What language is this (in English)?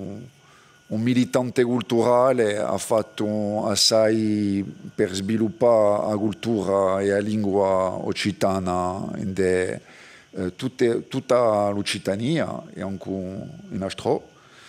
Corsican